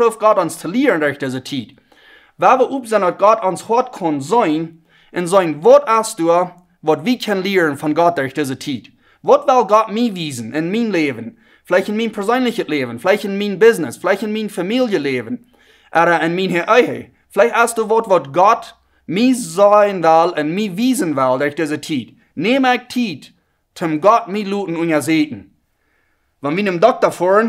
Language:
Plautdietsch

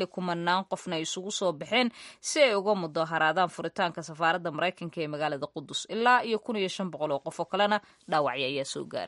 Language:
Somali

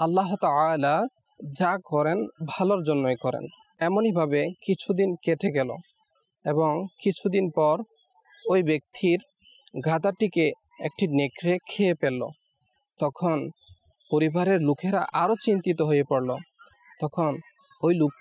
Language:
Bangla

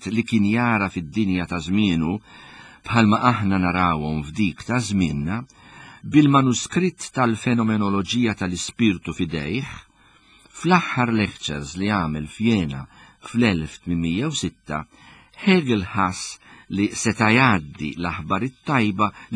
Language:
Maltese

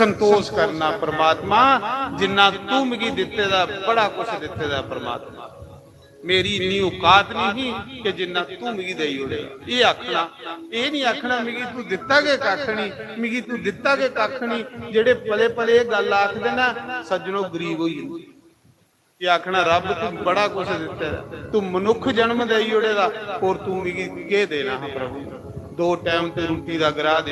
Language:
Dogri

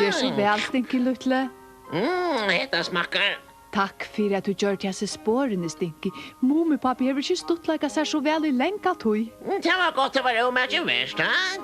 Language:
Faroese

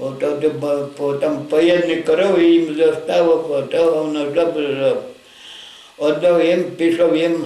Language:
Rusyn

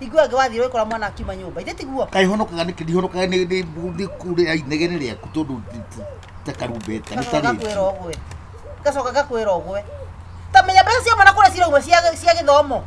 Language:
Kikuyu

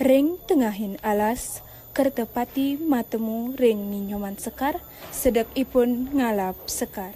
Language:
Balinese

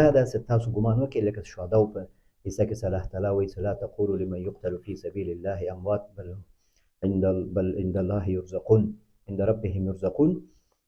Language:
Pashto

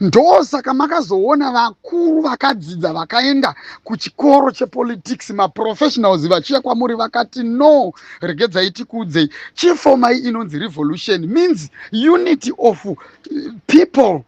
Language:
Shona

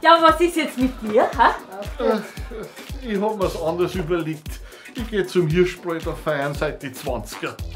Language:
Bavarian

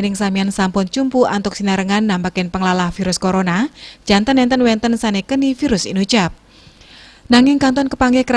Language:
Balinese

